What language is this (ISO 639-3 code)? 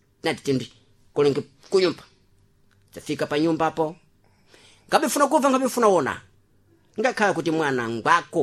seh